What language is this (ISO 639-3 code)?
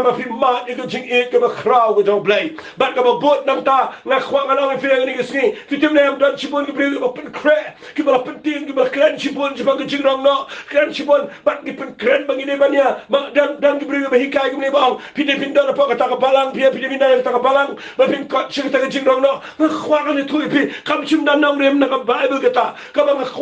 kha